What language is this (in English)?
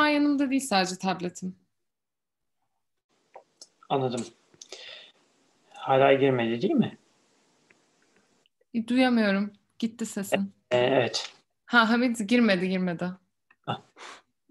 Turkish